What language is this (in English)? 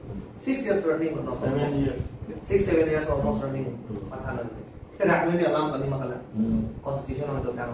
Karbi